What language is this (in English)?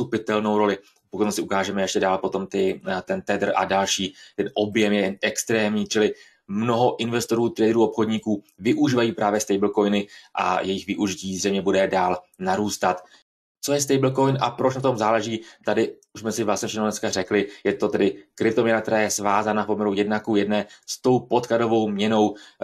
Czech